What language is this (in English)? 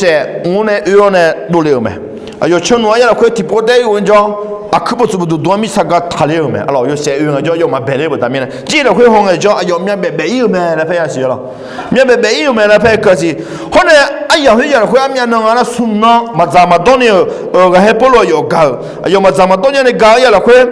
Akha